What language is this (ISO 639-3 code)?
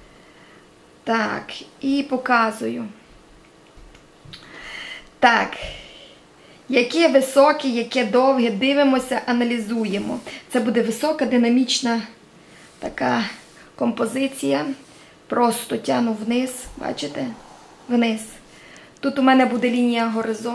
ukr